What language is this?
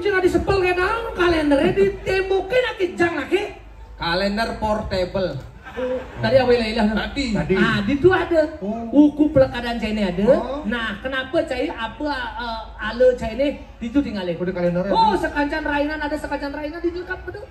Balinese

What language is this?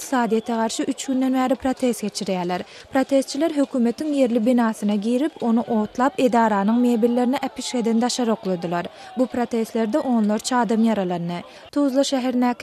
Turkmen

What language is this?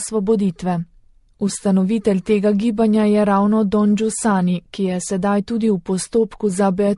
Slovenian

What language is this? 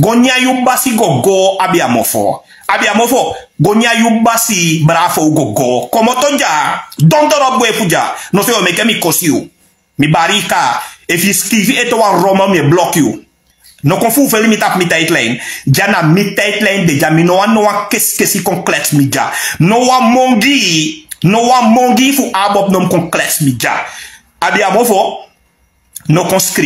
Sranan Tongo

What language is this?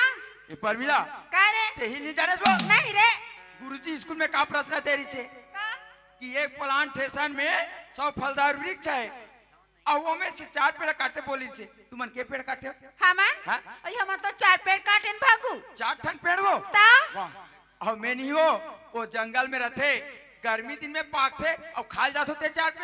Chhattisgarhi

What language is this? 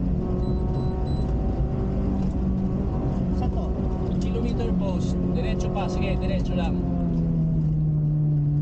Filipino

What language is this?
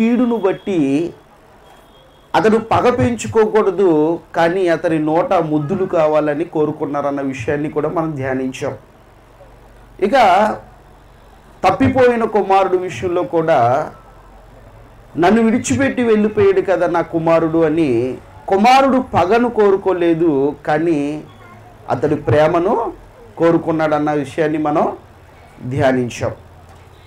Telugu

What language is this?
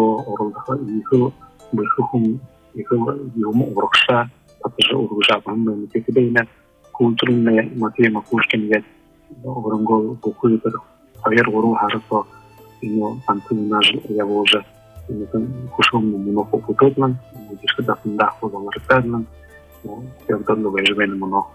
Buriat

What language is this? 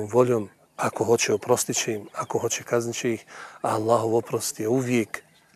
Bosnian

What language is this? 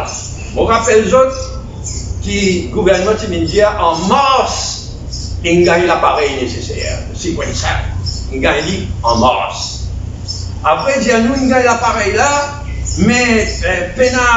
Morisyen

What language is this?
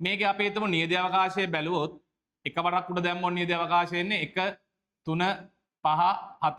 Sinhala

